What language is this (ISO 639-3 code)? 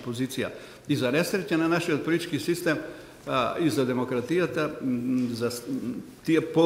mkd